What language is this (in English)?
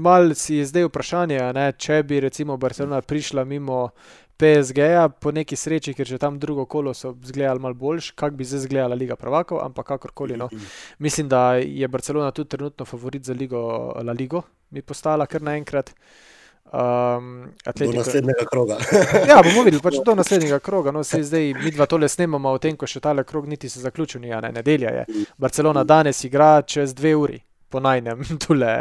Slovenian